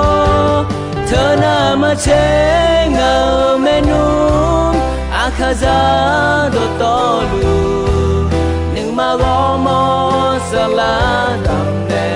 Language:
Akha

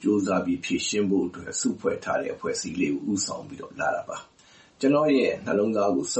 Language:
Burmese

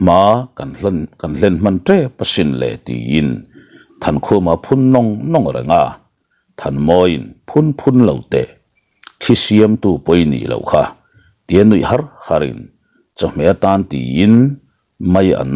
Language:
Mizo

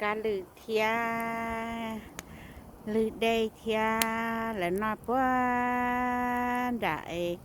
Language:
Hmong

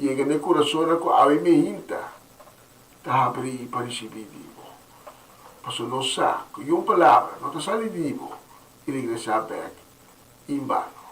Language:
Papiamento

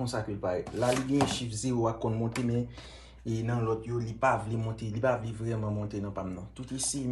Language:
Haitian Creole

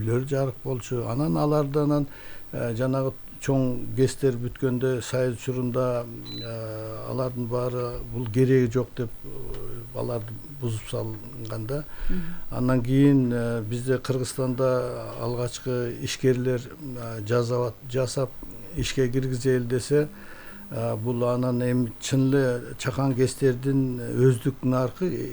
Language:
Kyrgyz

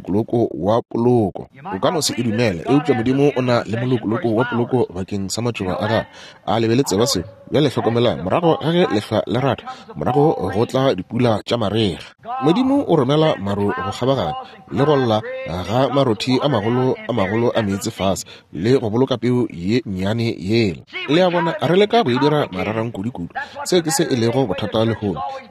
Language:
Northern Sotho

